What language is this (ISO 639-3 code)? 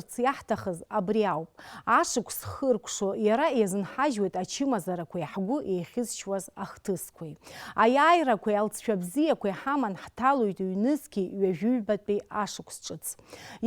abk